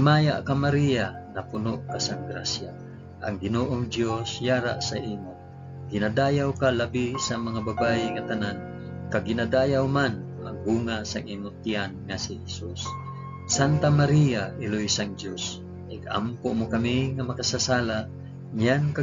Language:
Hiligaynon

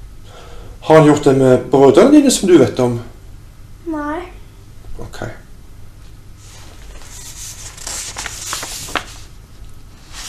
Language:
Norwegian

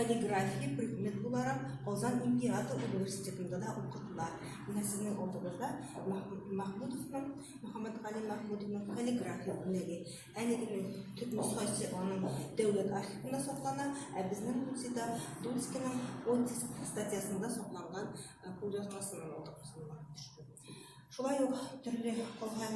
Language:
Tatar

